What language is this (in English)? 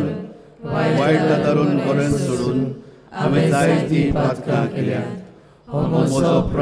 Konkani